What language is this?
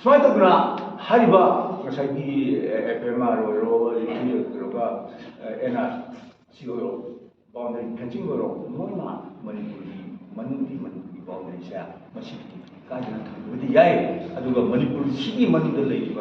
Manipuri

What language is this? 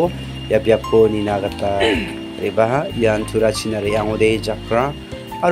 Garo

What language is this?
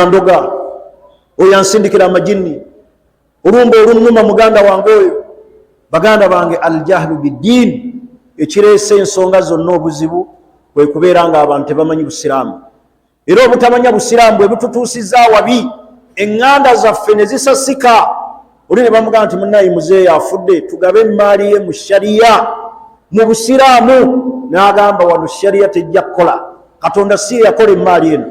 Ganda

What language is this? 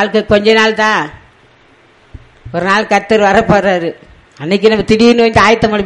Tamil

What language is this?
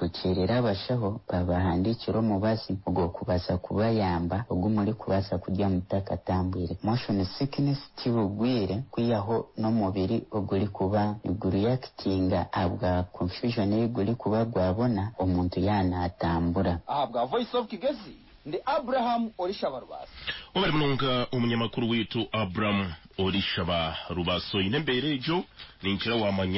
Nyankole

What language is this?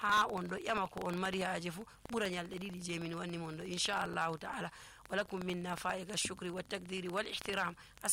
Nigerian Fulfulde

